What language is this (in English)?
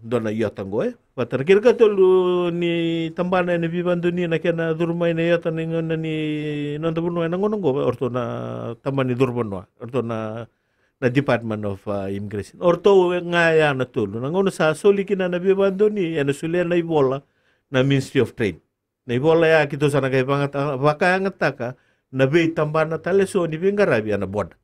Fijian